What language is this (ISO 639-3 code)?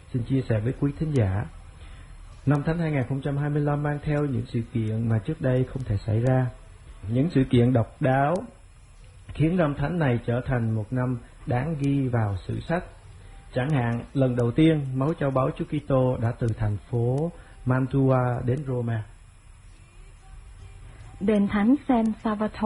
vie